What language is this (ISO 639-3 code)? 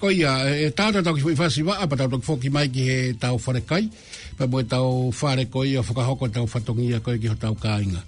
ton